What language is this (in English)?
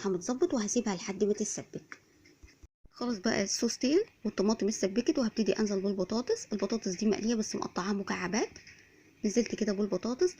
Egyptian Arabic